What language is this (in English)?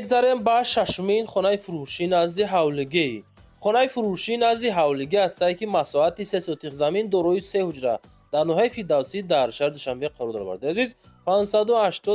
Tajik